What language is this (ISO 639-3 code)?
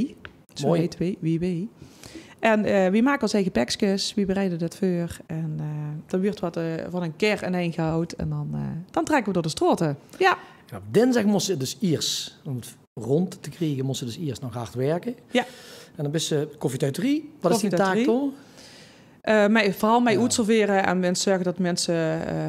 lim